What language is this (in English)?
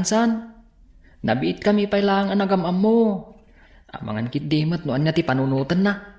Iloko